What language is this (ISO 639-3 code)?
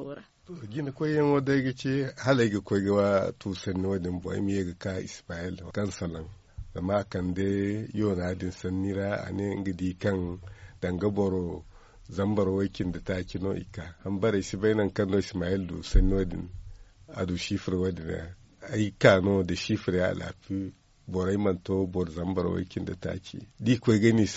dje